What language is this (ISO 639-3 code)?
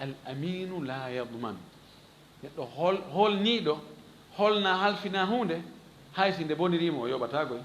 ful